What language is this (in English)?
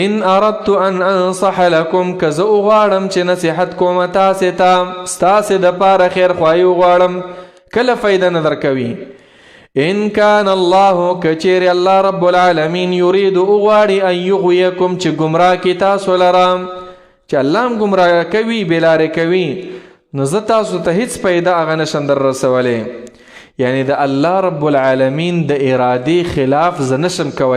Pashto